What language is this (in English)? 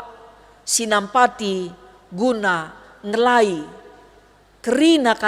Batak Karo